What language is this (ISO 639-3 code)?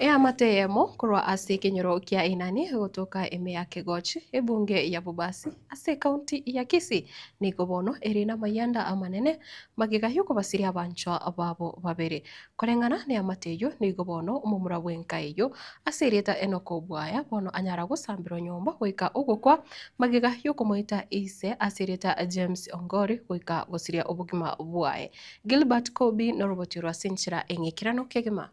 guz